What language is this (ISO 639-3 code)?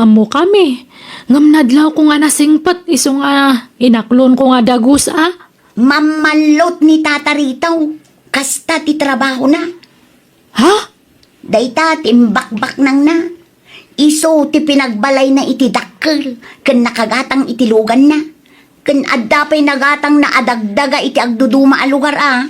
ilo